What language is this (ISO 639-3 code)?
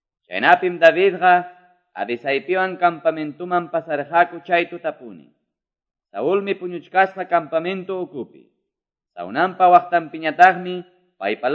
que